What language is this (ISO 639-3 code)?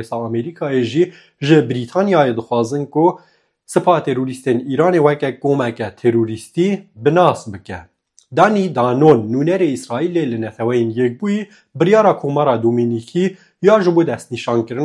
kur